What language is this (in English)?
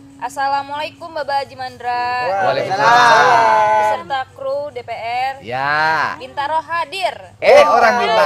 Betawi